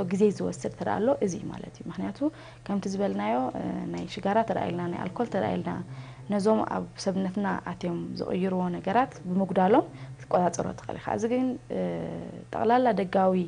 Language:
Tigrinya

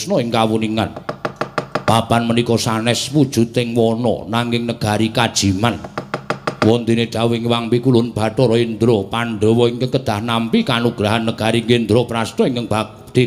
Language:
Javanese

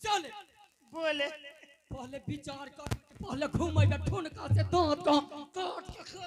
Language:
Angika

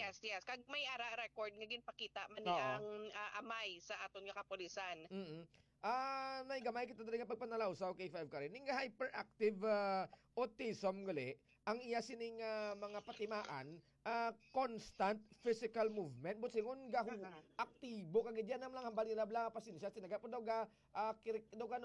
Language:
Hiligaynon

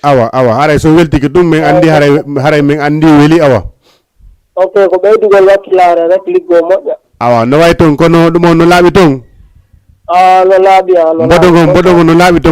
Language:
Fula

